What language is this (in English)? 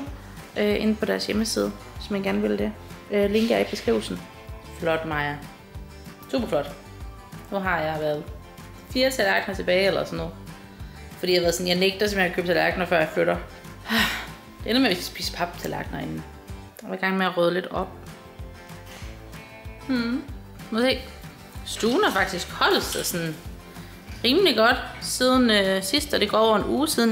Danish